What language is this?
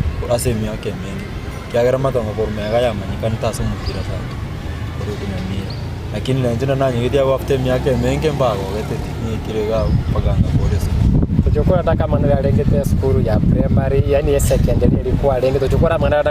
Gusii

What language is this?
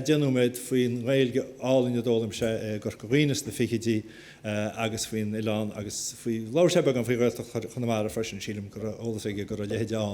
Irish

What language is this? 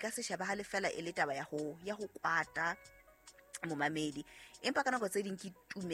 Southern Sotho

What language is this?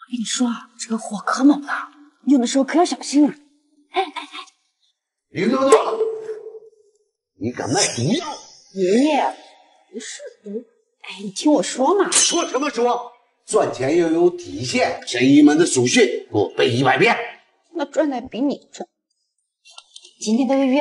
Chinese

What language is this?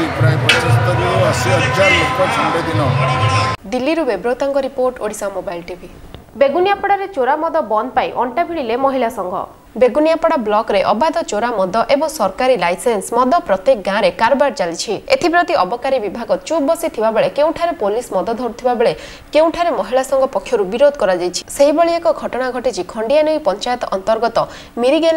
Odia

